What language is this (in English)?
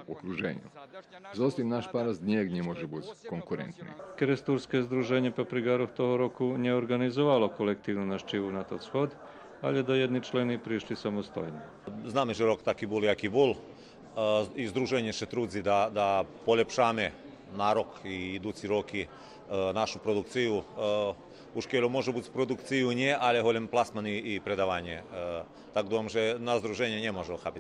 Rusyn